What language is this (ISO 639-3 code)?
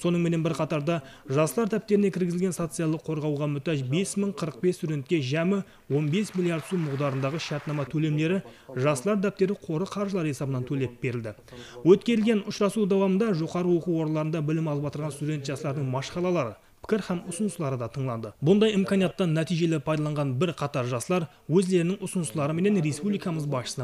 kaa